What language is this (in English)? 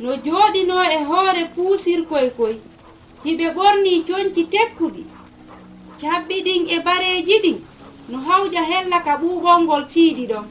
Fula